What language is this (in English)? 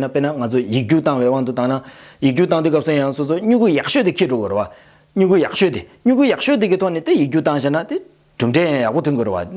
Tibetan